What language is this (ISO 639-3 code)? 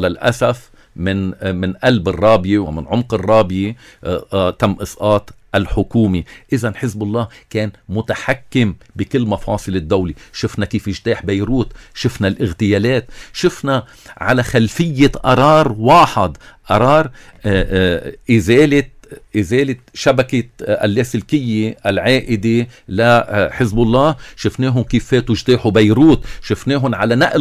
apc